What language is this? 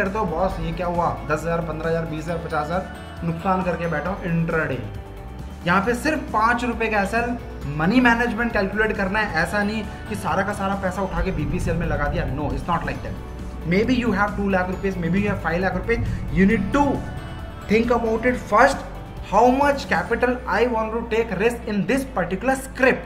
Hindi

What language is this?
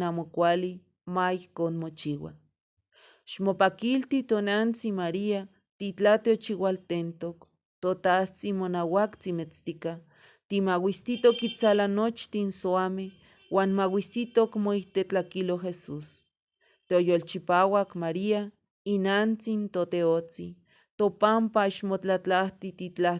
Eastern Huasteca Nahuatl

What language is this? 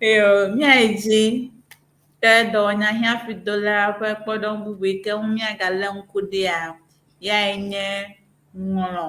Ewe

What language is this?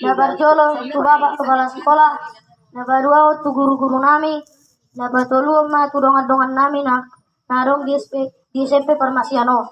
Batak Toba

